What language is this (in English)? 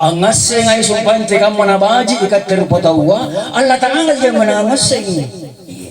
Makasar